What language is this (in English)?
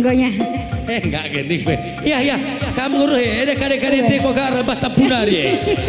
Batak Karo